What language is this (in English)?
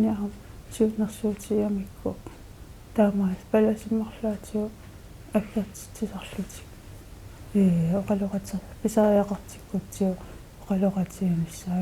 Kalaallisut